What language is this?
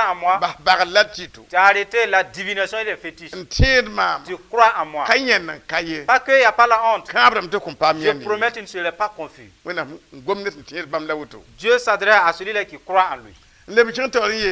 Mossi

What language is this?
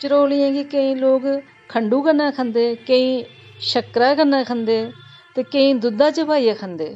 Dogri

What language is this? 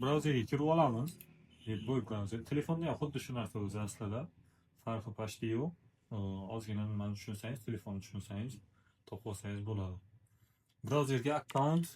Uzbek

